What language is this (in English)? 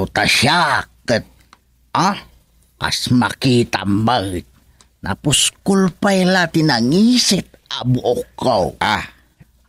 Iloko